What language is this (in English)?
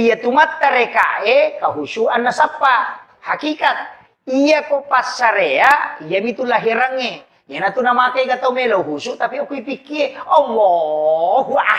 Buginese